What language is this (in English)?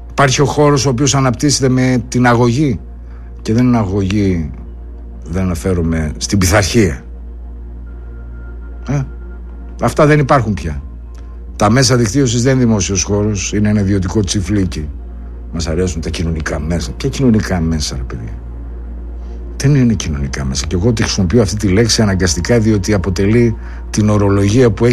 Greek